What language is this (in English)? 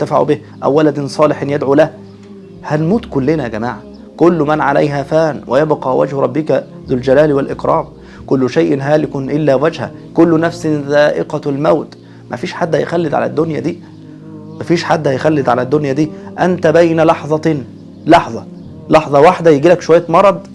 Egyptian Arabic